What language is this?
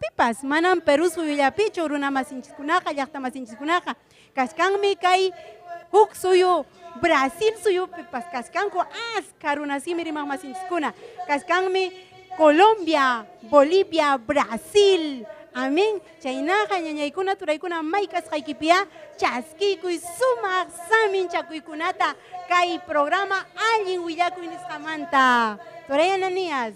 Ayacucho Quechua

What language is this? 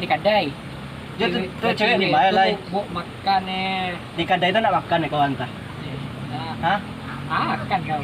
Minangkabau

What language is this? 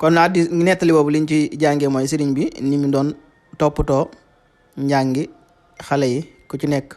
Wolof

